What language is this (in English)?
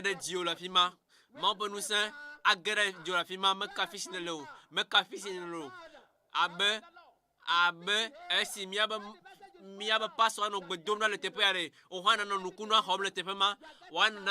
Ewe